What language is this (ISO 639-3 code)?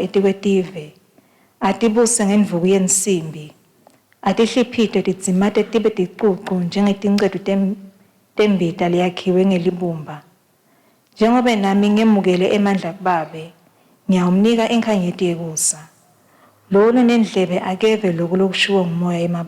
ssw